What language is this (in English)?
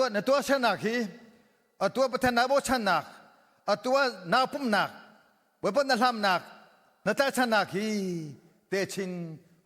Hakha Chin